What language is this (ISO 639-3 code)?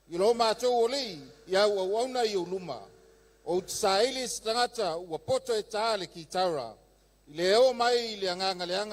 smo